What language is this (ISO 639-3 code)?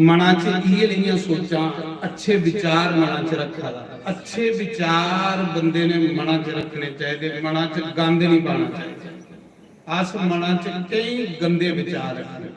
doi